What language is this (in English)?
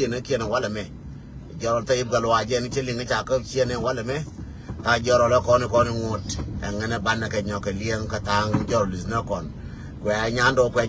Nuer